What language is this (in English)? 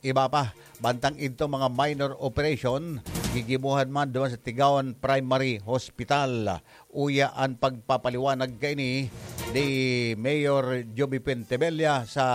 Bikol